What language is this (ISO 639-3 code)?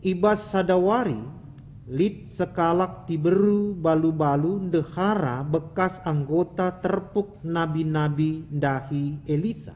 btx